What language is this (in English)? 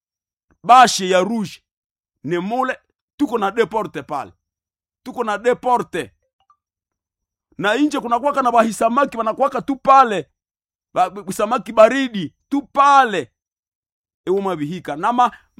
Swahili